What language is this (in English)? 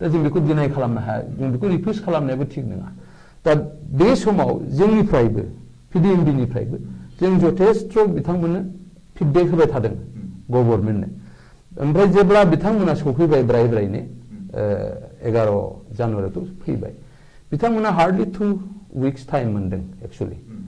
Bodo